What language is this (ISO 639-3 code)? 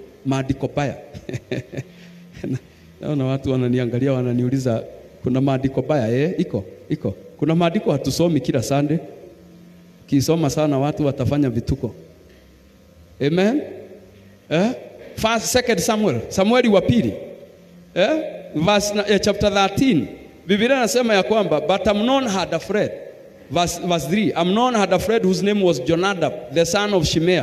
swa